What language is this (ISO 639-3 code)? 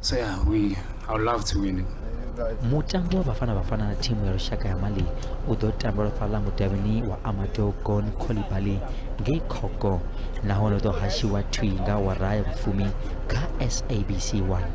ven